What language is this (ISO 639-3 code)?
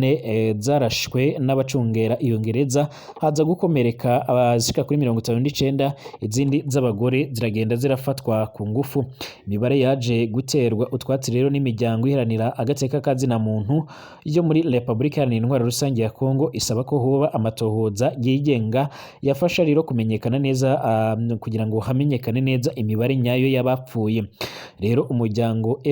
run